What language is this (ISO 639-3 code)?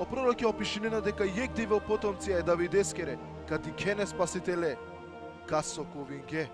rmn